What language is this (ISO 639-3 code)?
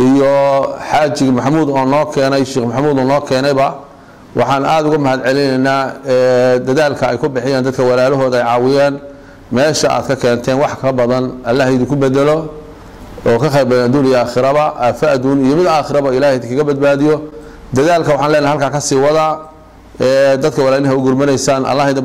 som